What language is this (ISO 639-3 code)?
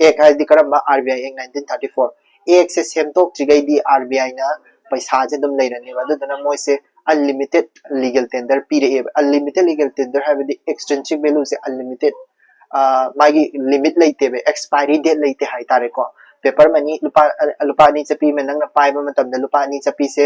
mni